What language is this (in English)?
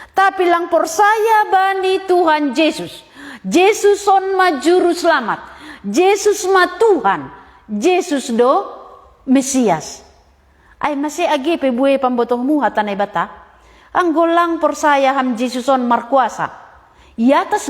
Batak Simalungun